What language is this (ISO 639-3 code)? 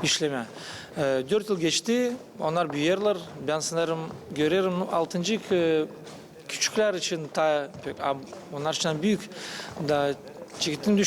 gag